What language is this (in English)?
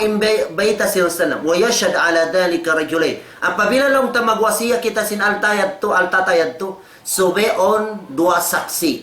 Tausug